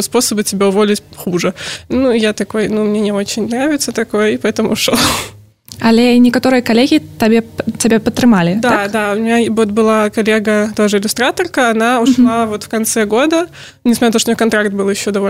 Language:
Belarusian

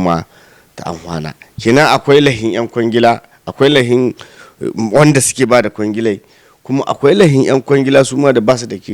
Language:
Hausa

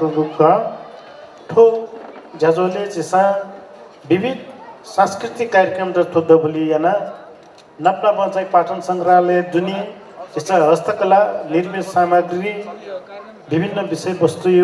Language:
Newari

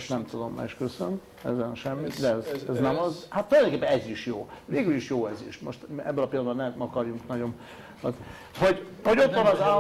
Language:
Hungarian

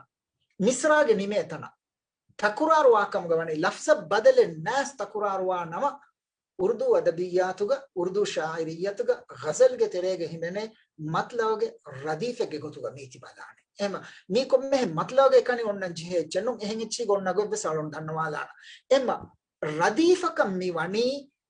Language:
Divehi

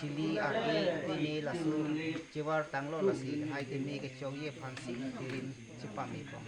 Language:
Karbi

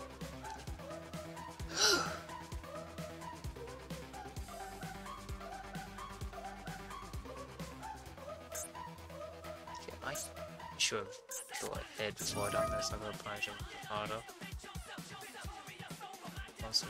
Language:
English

